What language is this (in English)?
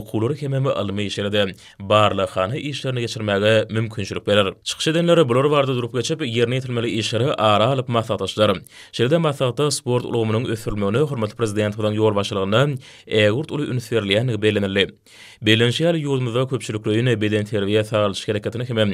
Turkmen